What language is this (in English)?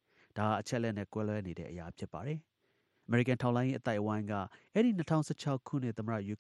Burmese